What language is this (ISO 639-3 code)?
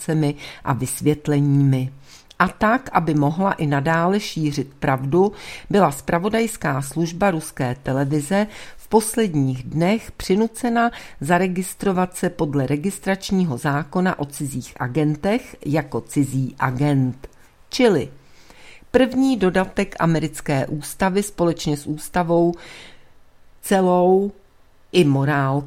ces